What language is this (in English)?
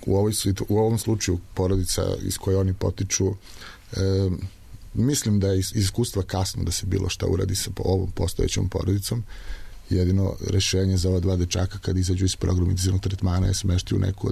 Serbian